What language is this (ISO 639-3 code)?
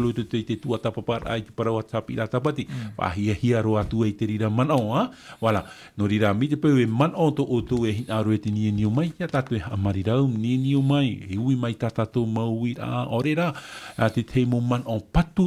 tah